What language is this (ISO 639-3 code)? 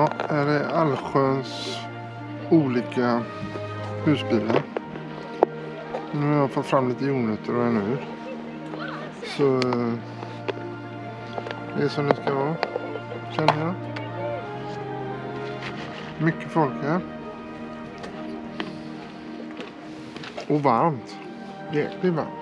swe